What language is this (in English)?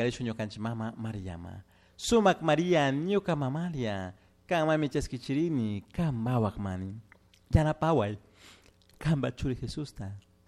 Chimborazo Highland Quichua